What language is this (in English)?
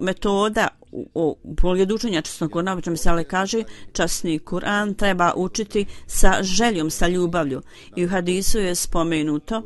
Bosnian